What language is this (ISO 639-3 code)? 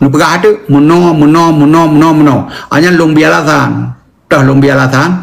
ace